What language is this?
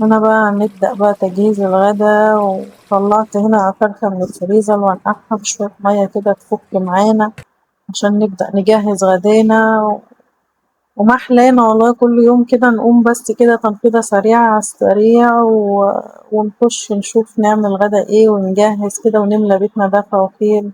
Egyptian Arabic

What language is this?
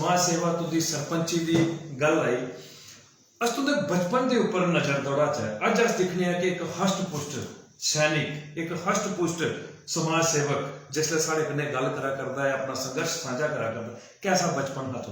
Dogri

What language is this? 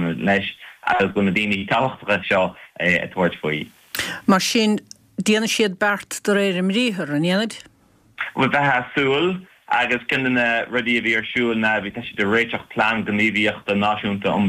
Irish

